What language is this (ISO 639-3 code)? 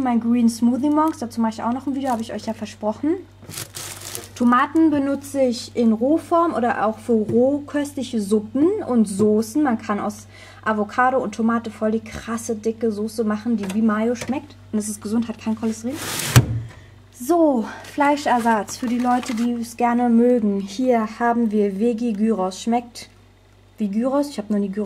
deu